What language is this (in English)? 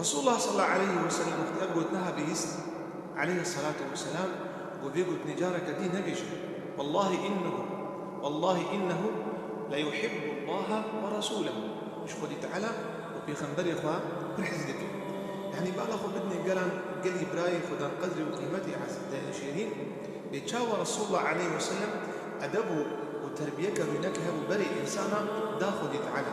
Kurdish